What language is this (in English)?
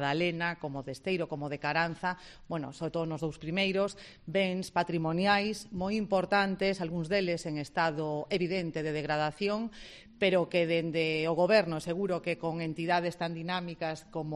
Galician